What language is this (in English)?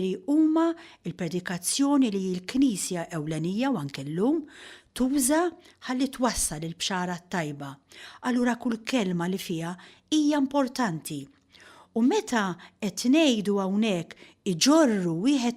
Maltese